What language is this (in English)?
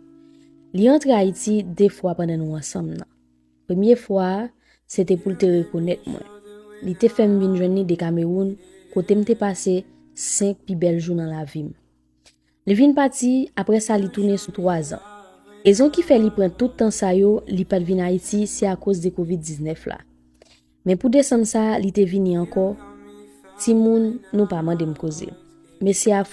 Haitian Creole